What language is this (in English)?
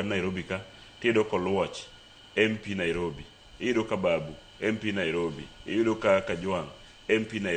Luo (Kenya and Tanzania)